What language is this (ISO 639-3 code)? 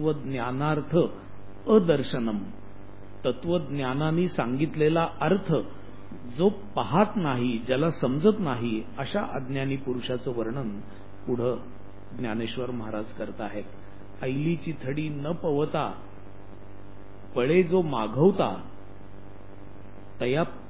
mar